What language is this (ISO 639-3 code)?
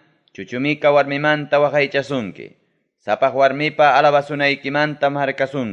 quy